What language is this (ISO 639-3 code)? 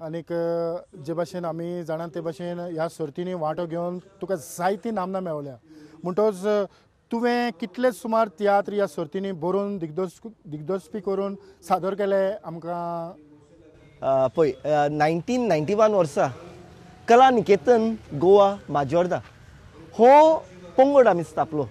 kok